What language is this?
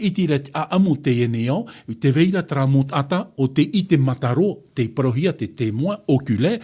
Tahitian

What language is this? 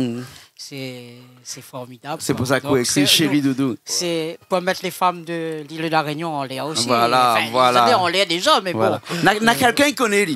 Réunion Creole French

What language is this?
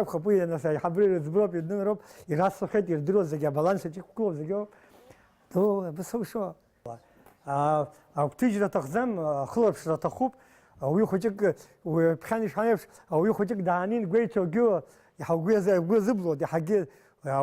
Abkhazian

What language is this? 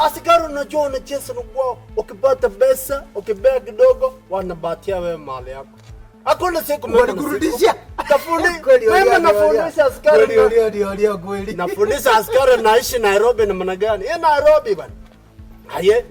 Gusii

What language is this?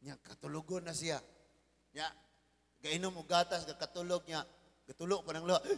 Cebuano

